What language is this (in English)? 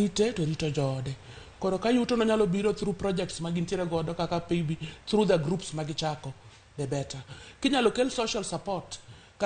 Luo (Kenya and Tanzania)